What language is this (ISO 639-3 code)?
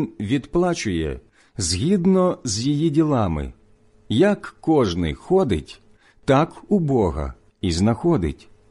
ukr